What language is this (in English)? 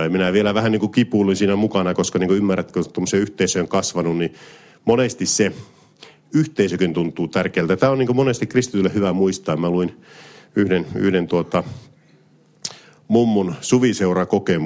Finnish